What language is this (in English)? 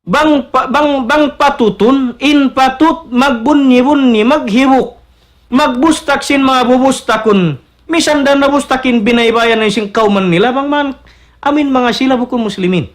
Tausug